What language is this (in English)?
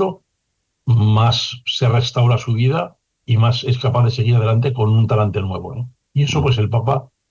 Spanish